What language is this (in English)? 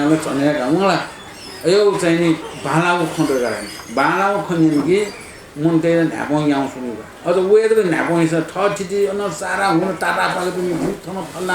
Newari